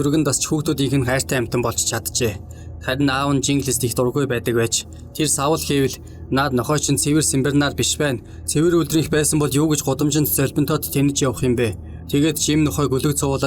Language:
Mongolian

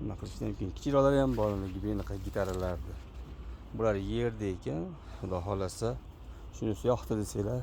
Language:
Uzbek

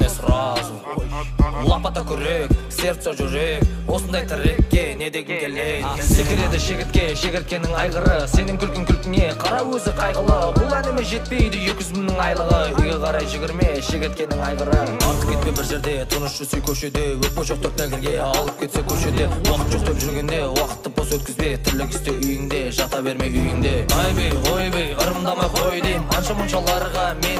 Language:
Kazakh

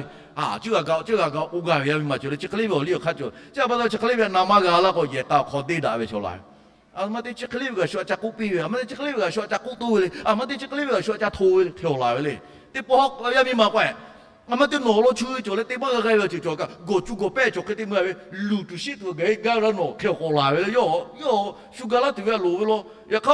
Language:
Lahu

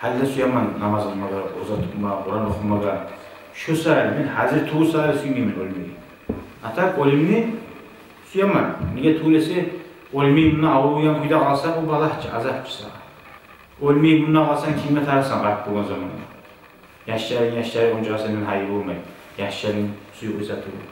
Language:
Kumyk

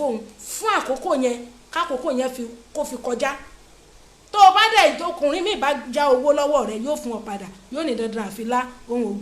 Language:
Yoruba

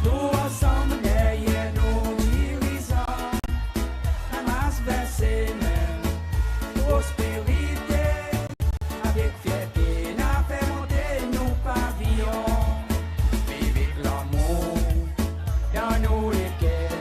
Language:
Seselwa Creole French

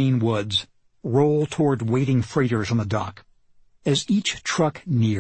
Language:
English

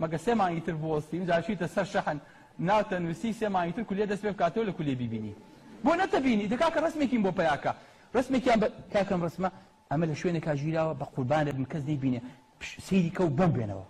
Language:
Central Kurdish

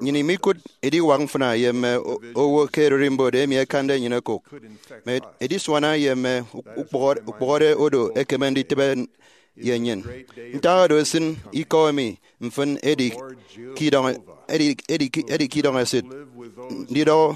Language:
Efik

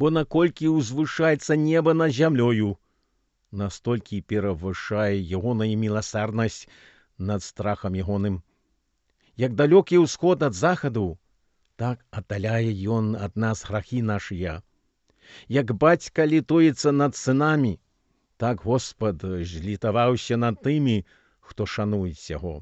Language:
Belarusian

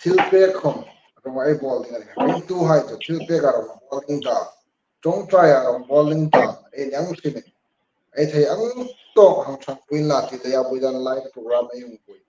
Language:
Hmar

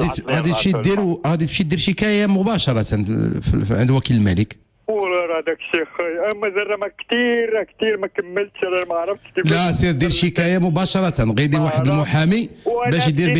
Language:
Moroccan Arabic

